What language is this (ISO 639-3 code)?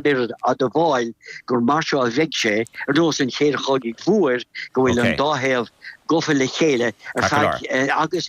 gle